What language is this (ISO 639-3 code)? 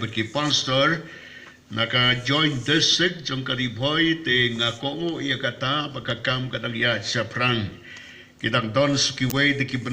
kha